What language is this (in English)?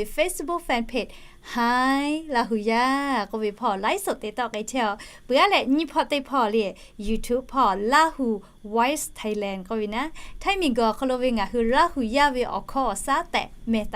Lahu